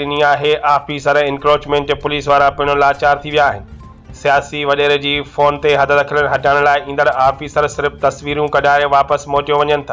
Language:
Sindhi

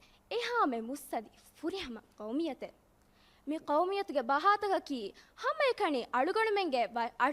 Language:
Divehi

